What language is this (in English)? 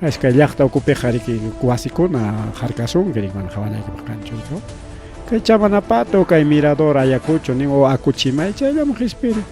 Ayacucho Quechua